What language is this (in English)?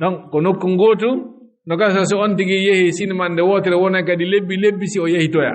Fula